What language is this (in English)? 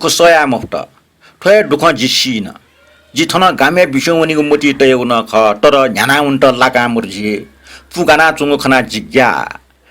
Newari